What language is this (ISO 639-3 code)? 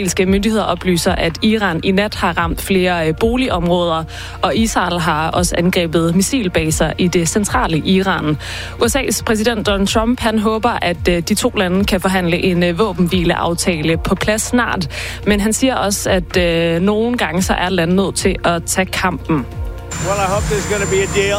dan